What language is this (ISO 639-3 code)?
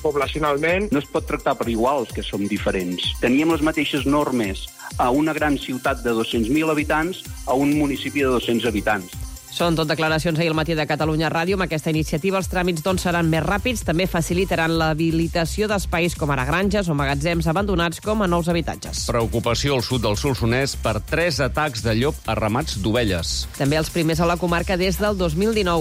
cat